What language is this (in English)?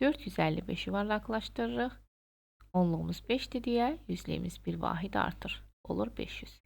Azerbaijani